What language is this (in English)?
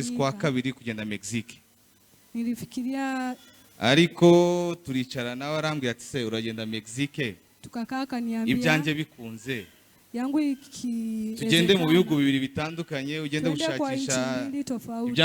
Kinyarwanda